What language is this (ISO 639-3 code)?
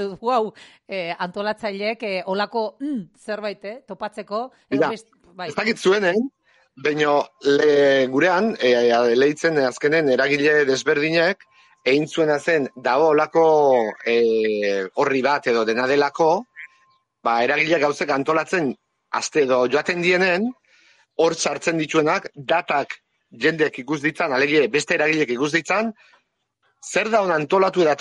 eus